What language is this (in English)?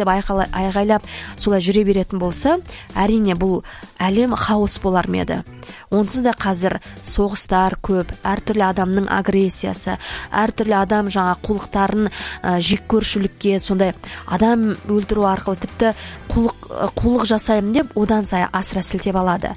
Kazakh